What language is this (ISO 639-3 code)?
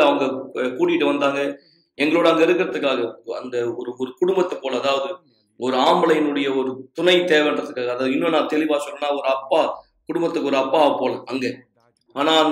tam